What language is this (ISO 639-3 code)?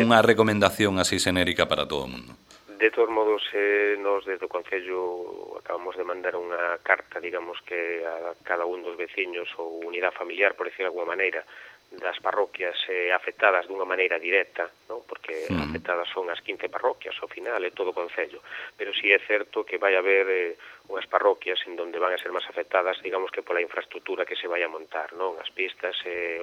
glg